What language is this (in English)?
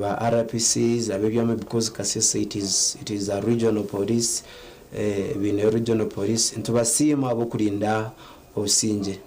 Nyankole